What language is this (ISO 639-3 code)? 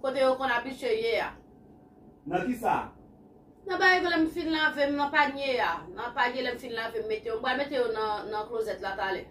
hat